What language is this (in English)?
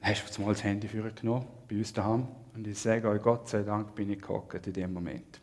Swiss German